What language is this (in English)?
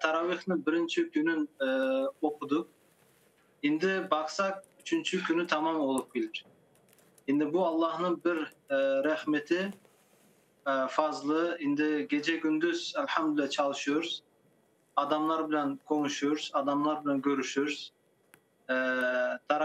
Crimean Tatar